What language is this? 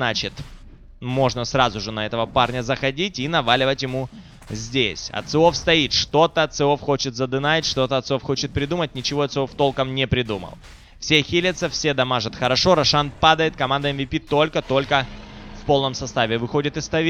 Russian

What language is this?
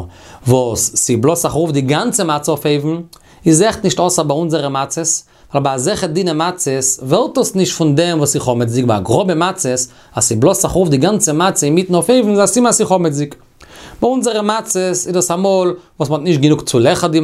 Yiddish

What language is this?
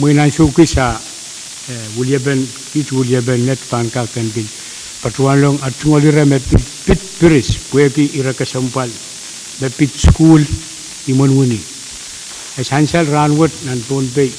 Pohnpeian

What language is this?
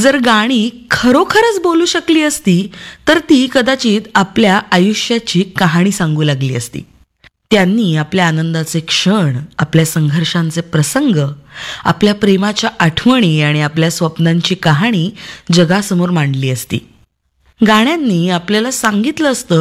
Marathi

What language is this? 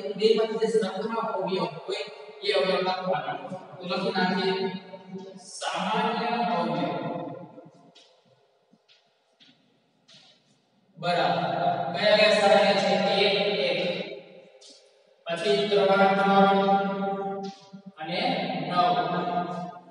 Gujarati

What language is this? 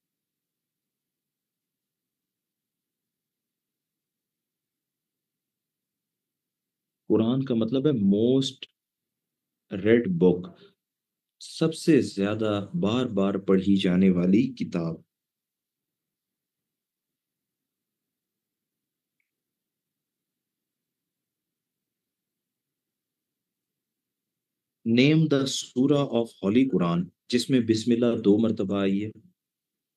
Urdu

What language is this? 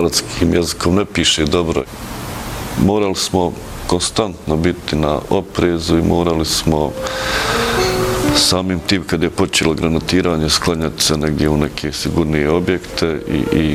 Bosnian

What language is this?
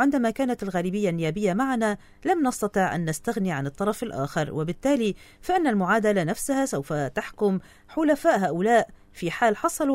Arabic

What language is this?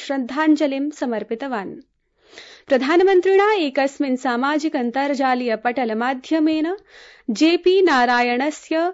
Sanskrit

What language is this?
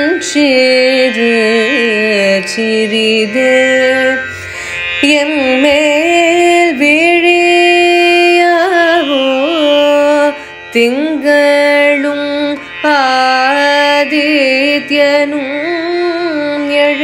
Tamil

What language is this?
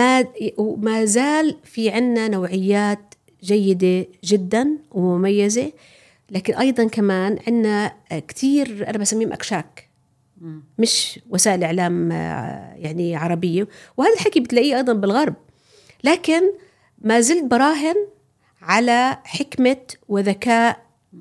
North Levantine Arabic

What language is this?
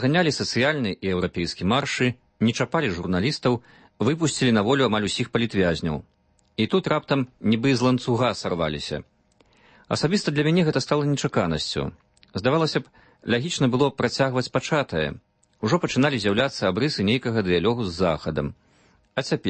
Belarusian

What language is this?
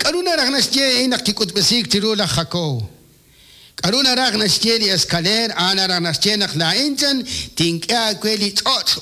Kekchí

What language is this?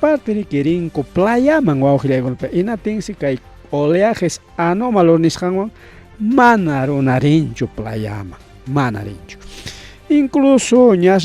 Ayacucho Quechua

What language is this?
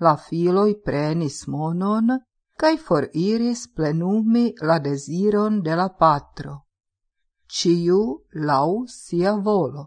Esperanto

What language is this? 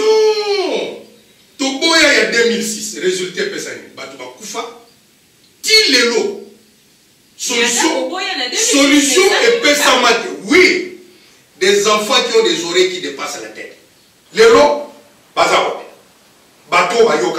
Lingala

